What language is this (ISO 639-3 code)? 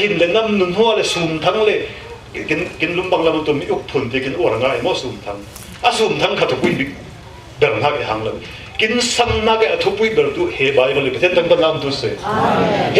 cfm